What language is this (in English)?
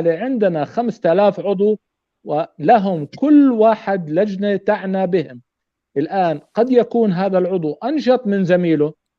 North Levantine Arabic